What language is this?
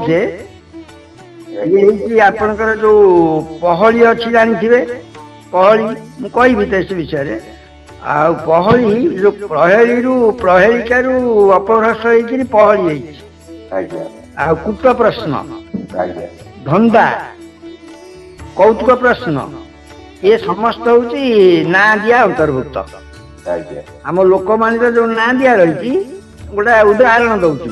Odia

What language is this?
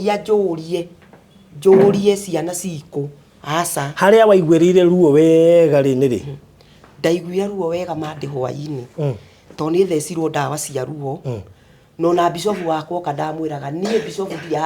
Kikuyu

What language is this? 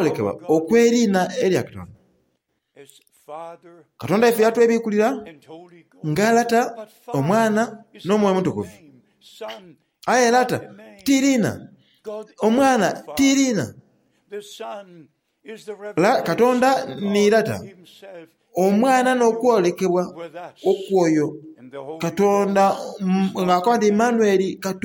Soga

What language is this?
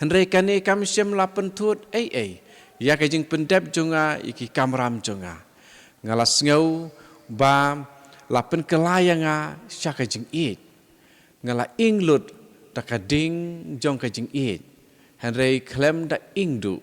Khasi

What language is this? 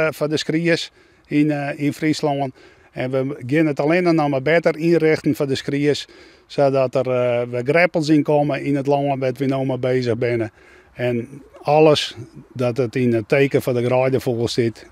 Western Frisian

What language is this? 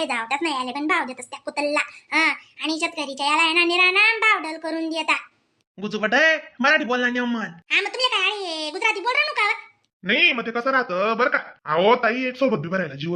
Khandesi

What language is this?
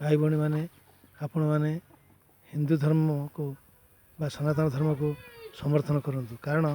Odia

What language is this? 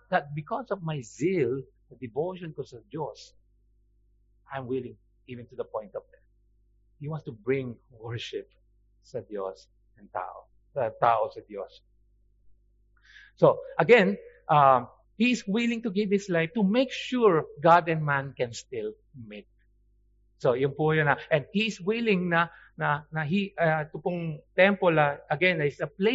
Filipino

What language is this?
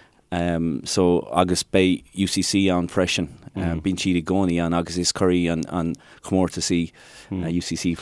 Irish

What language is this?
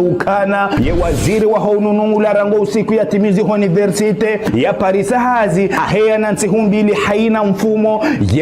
Ngazidja Comorian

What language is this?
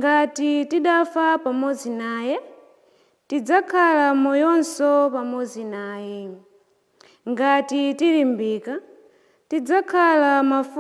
Nyanja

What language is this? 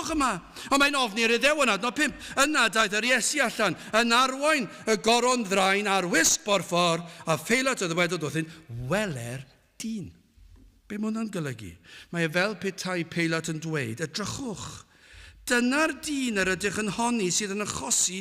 Welsh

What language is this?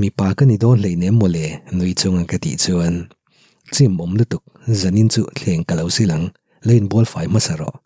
Mizo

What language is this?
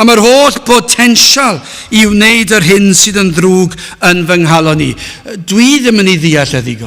Welsh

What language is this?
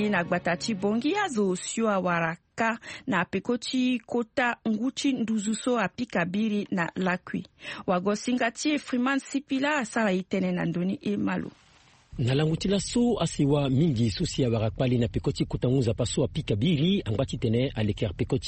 Sango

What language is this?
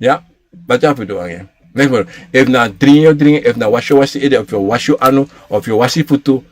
Sranan Tongo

